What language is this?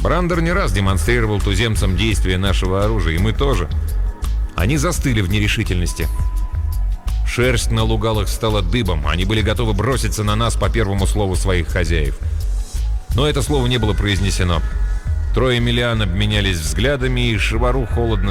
Russian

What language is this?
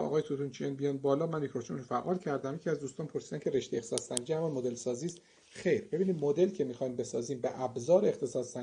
Persian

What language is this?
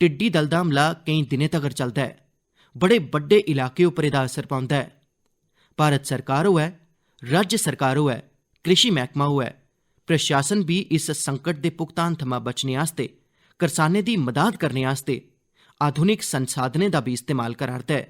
Dogri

